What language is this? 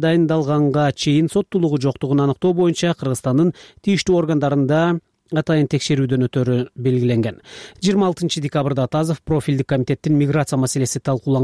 Kyrgyz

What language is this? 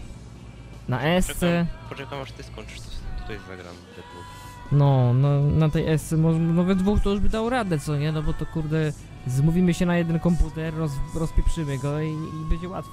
Polish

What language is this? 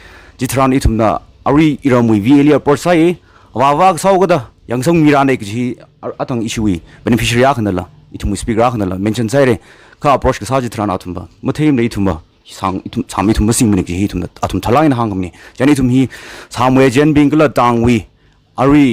Tangkhul Naga (India)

